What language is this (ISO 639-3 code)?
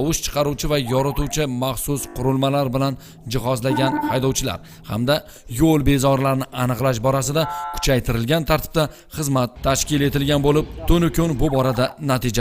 uzb